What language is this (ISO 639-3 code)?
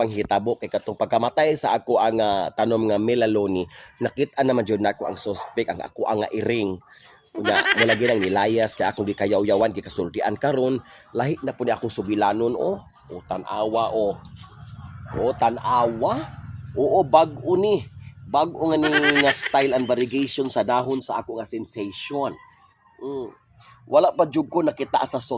ceb